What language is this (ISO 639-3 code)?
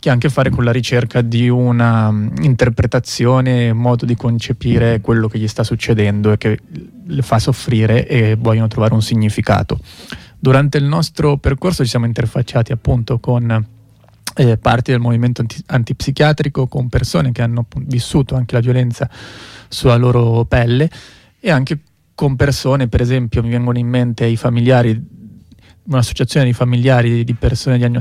ita